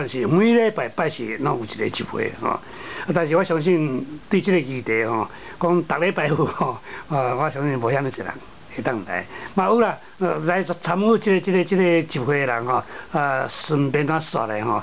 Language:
Min Nan Chinese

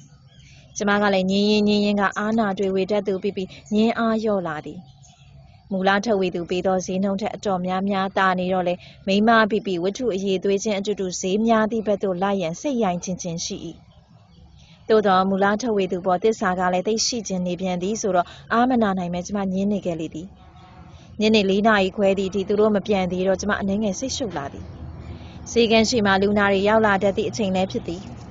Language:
Burmese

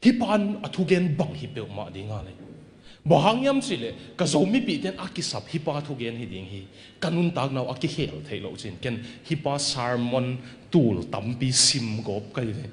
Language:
Tedim Chin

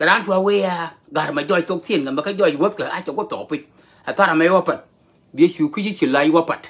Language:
Nuer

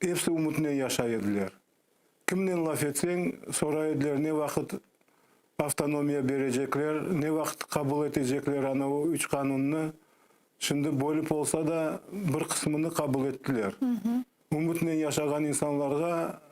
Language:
Crimean Tatar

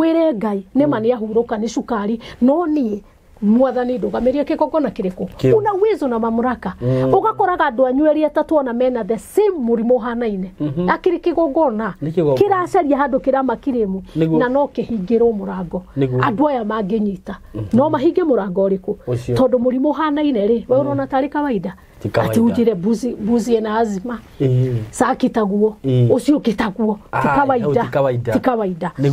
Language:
Kikuyu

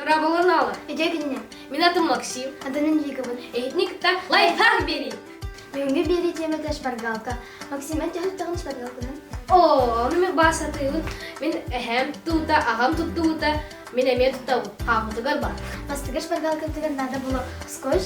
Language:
Yakut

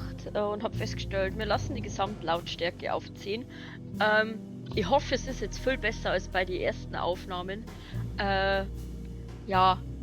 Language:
Bavarian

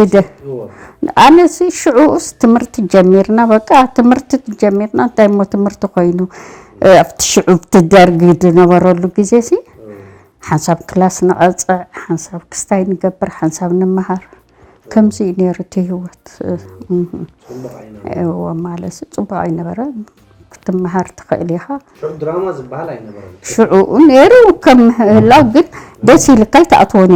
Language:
Tigrinya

